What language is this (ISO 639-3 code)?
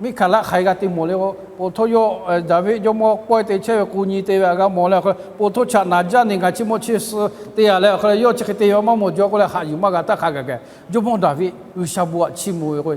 lhu